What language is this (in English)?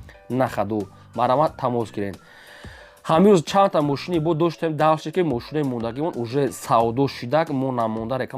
Tajik